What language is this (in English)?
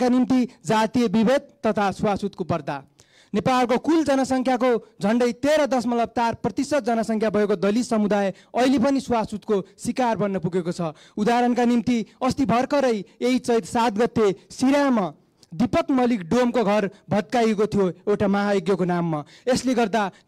Nepali